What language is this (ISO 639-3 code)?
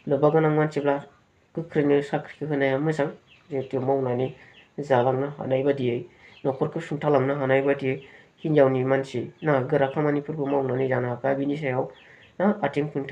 brx